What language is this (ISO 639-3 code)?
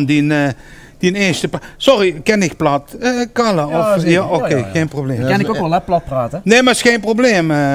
lim